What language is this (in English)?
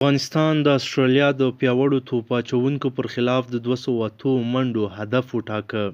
Pashto